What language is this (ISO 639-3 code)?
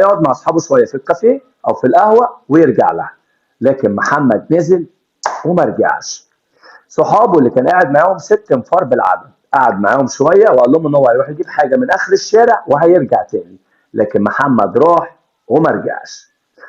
arz